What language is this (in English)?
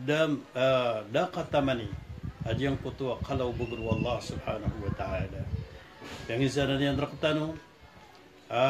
Maranao